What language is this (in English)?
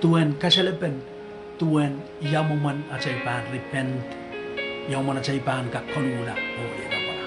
Pohnpeian